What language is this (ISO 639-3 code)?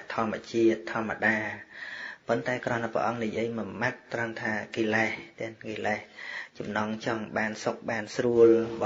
khm